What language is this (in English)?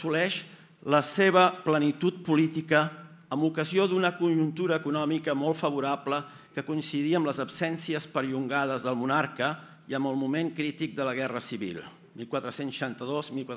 Catalan